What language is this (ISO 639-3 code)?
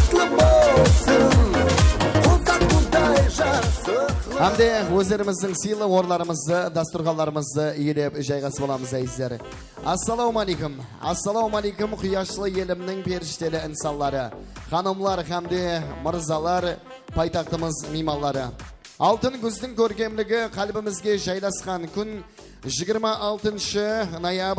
kaa